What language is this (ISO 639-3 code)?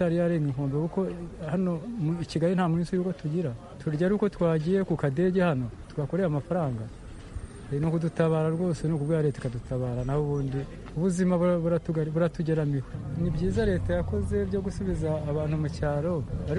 kin